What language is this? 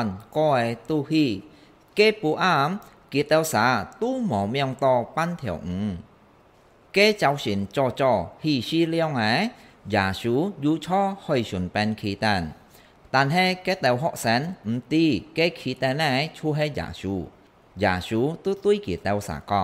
Hakka Chinese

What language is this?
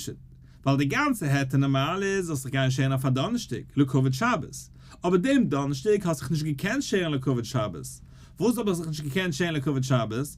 Yiddish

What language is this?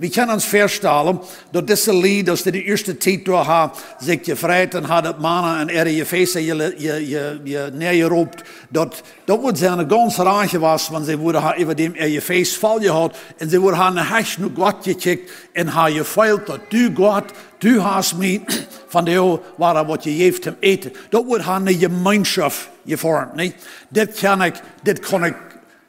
Plautdietsch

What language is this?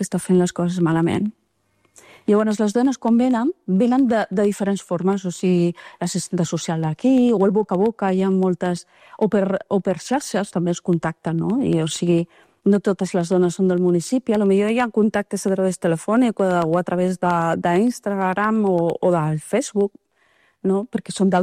Catalan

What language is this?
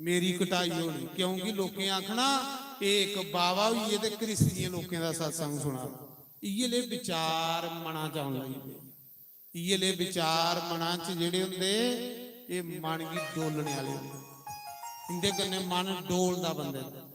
Dogri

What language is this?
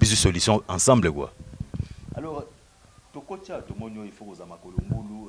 Lingala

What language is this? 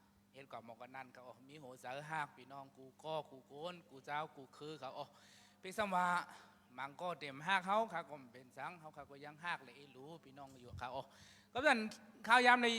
Shan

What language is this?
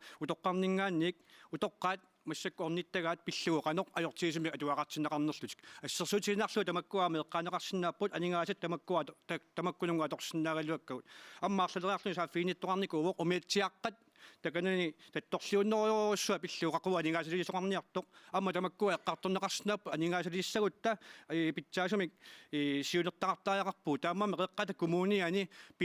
Kalaallisut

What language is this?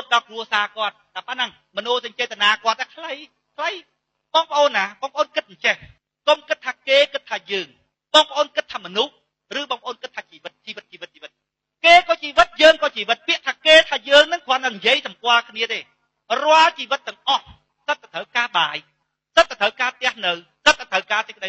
Khmer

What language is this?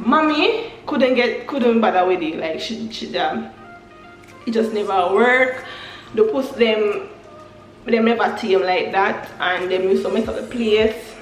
Jamaican Creole English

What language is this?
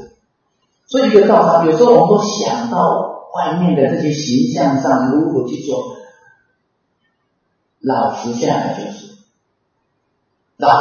Chinese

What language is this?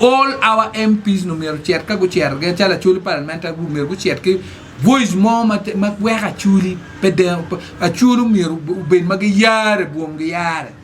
Acoli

